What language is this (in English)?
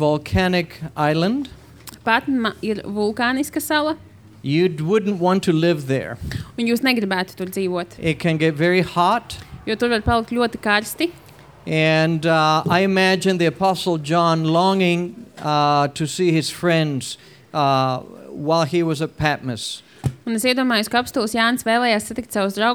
Latvian